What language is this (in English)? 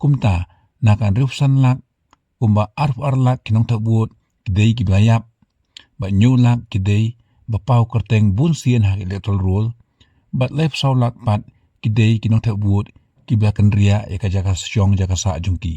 Khasi